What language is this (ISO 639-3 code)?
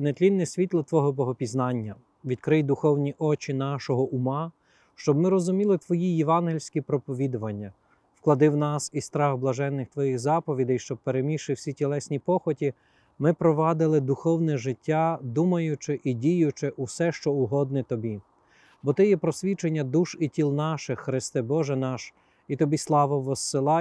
ukr